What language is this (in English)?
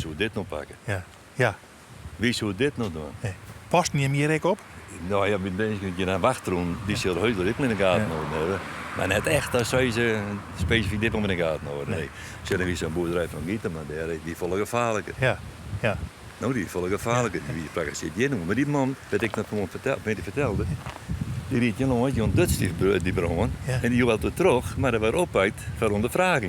Western Frisian